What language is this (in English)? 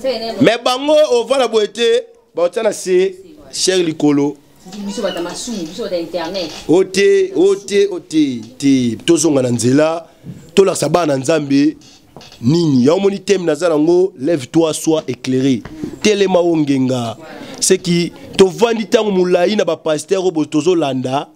Lingala